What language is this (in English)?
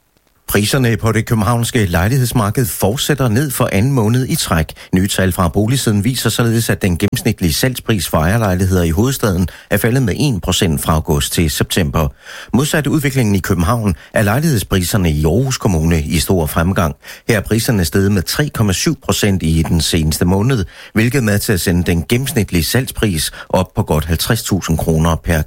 Danish